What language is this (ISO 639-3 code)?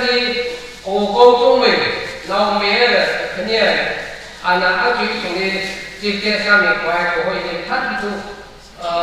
nmf